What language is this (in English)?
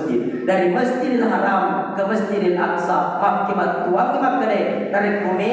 Buginese